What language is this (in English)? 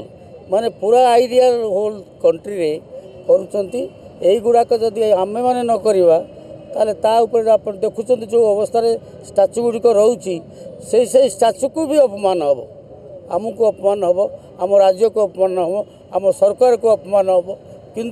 Odia